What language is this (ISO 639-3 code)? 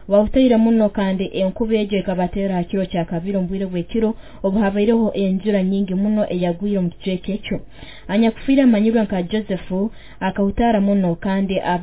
nyo